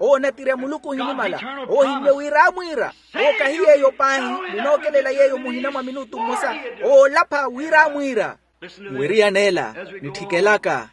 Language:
Makhuwa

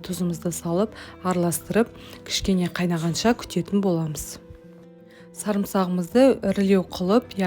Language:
Kazakh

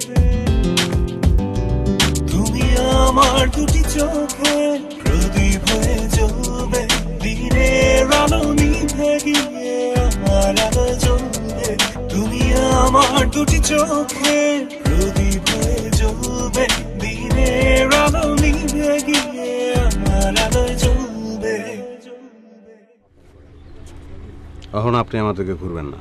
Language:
Bangla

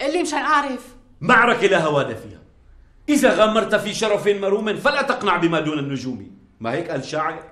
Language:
North Levantine Arabic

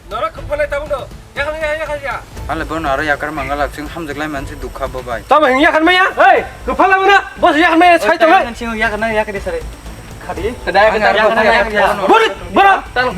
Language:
Kok Borok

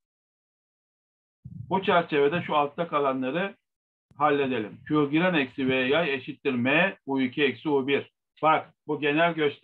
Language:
Turkish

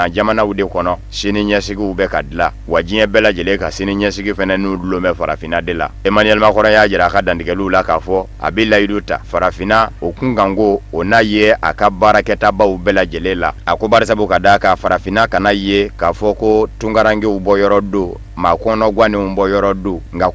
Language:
Bambara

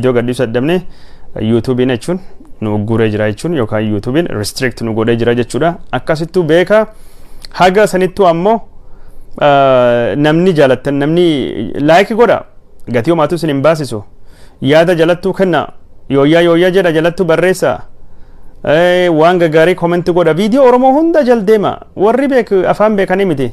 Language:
Oromo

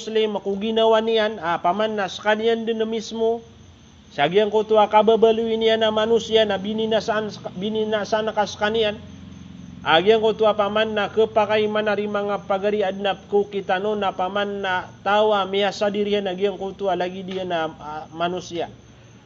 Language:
Maranao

